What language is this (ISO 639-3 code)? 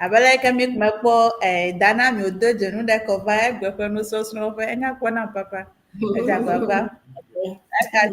ewe